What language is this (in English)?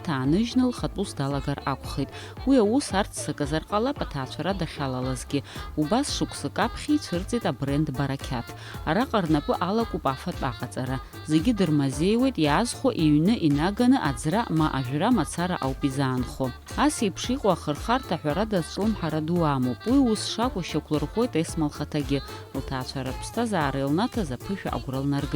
Abkhazian